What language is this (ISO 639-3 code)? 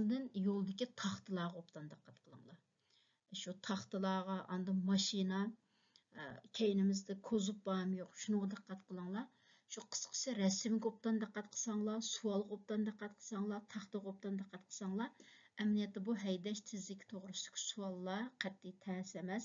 uig